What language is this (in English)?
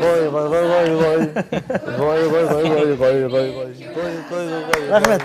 Kara-Kalpak